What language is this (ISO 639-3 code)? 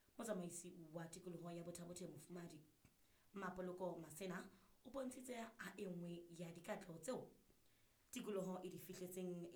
sot